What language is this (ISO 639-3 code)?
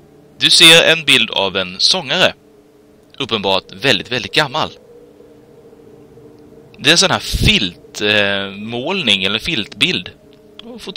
swe